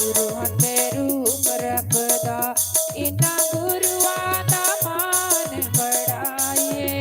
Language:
Dogri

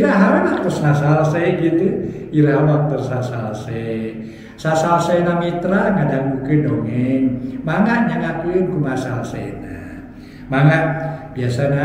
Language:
Sundanese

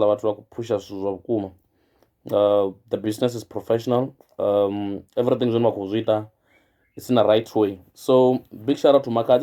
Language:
Venda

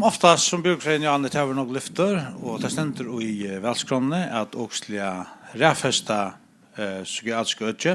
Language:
Faroese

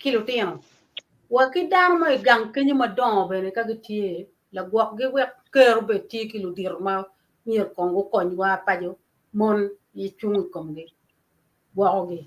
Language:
Acoli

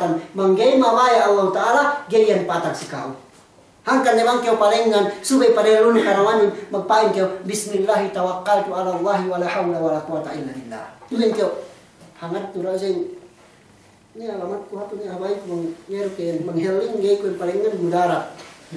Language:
Yakan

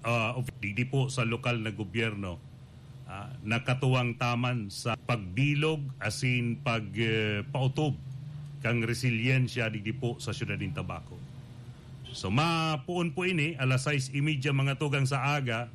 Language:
Bikol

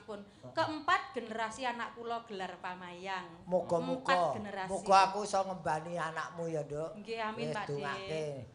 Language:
Javanese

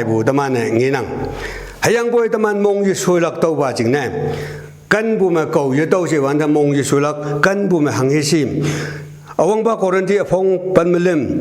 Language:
Konyak Naga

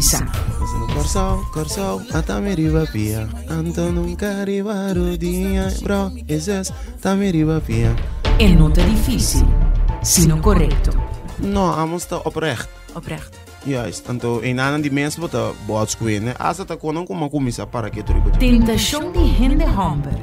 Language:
Papiamento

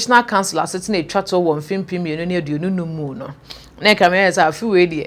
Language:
Akan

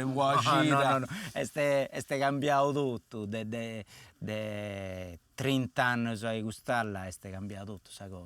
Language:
Sardinian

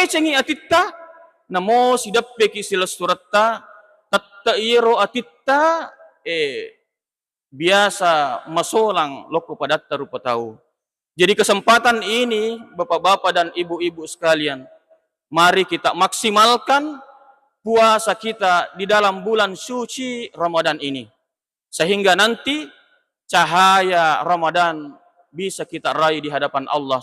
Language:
Buginese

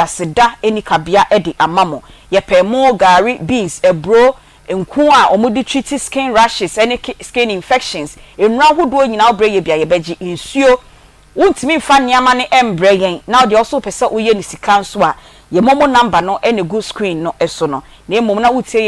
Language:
Akan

